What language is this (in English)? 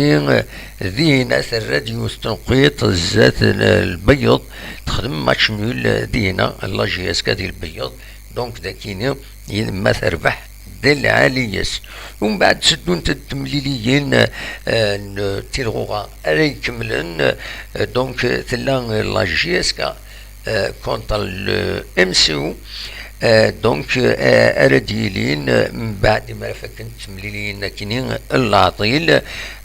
Kabyle